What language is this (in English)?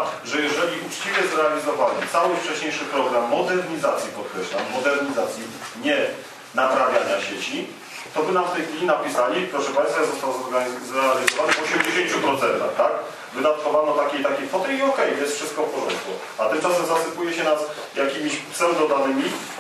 Polish